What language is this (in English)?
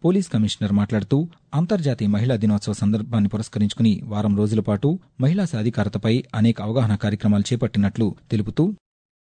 Telugu